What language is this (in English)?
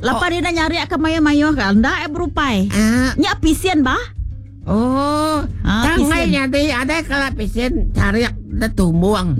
Iban